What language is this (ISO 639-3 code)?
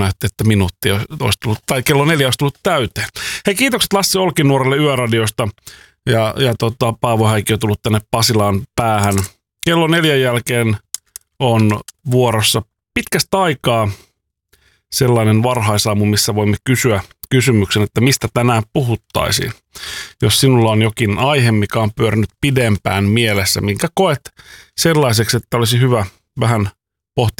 fin